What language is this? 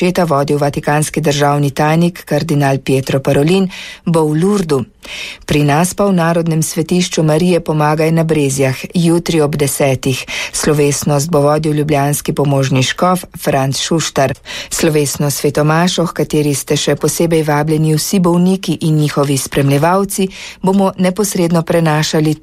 Slovenian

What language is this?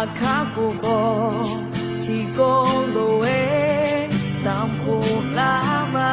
Akha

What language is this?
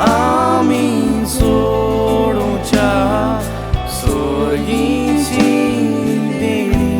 Konkani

